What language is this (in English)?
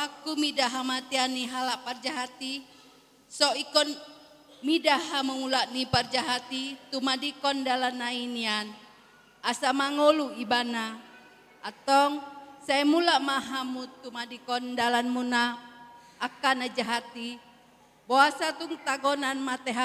Batak Toba